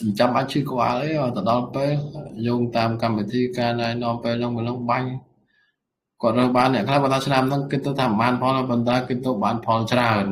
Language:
Khmer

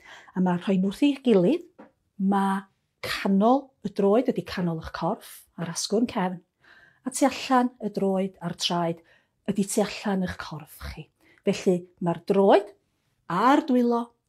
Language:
Welsh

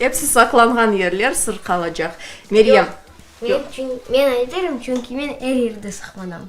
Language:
Crimean Tatar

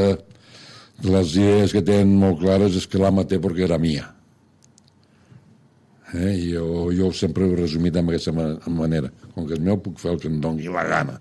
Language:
Catalan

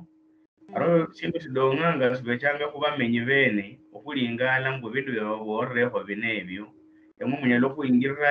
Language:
Luyia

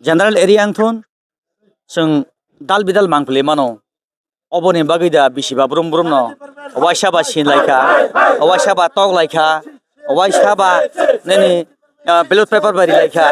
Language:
Kok Borok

